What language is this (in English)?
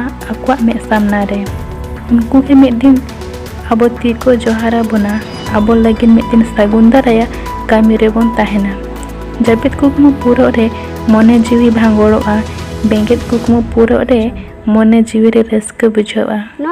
Santali